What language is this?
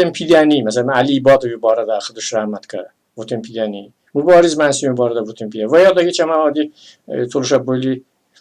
Talysh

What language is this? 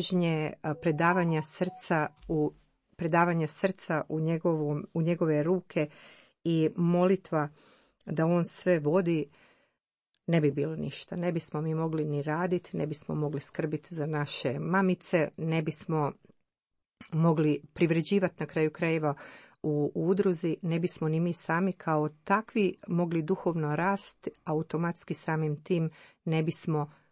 Croatian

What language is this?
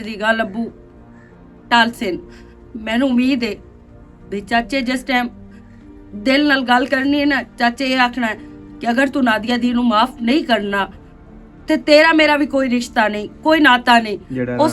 Western Panjabi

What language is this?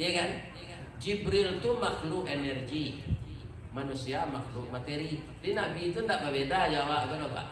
Minangkabau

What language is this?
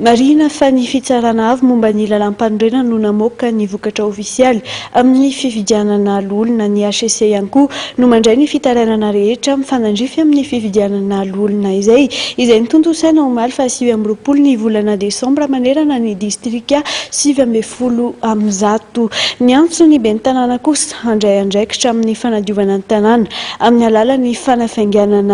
Malagasy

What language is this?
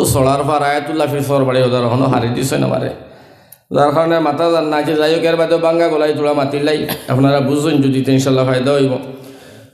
Sylheti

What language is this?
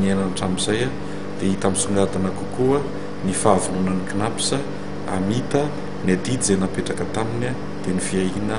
Malagasy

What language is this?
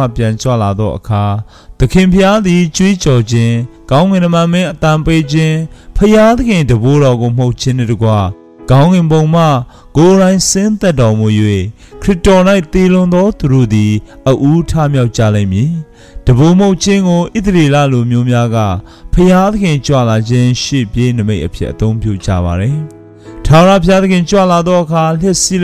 Burmese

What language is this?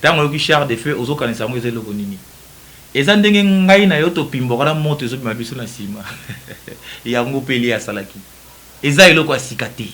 Lingala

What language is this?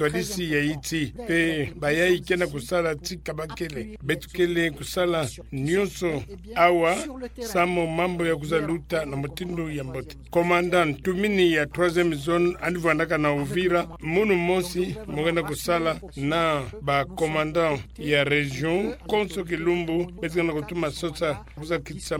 Kituba (Democratic Republic of Congo)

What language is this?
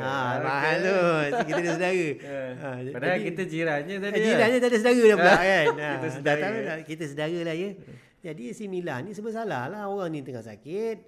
Malay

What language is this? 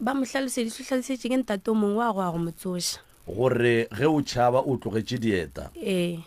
Northern Sotho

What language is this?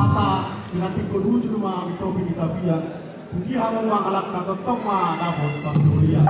Batak Toba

